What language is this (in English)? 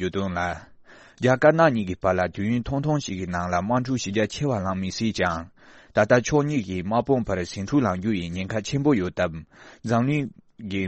Tibetan